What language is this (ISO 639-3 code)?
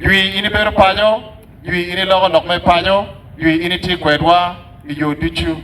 ach